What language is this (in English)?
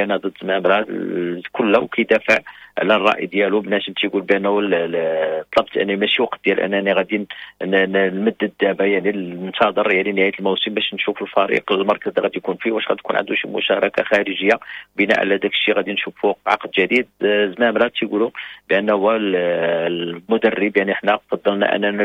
Moroccan Arabic